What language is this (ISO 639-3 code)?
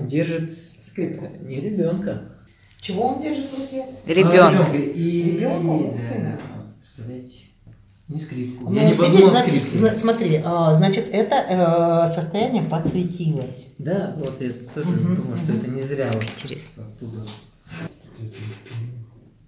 rus